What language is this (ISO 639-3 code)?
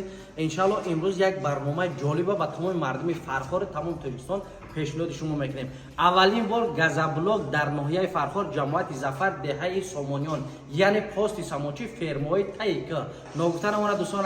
tgk